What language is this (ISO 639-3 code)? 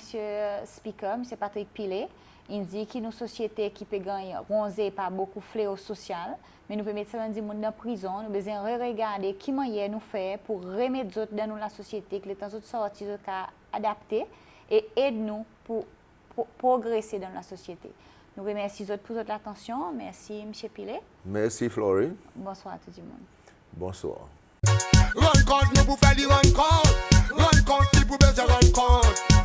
crs